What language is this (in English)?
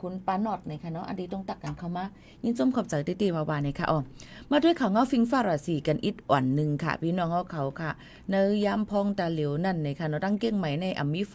Shan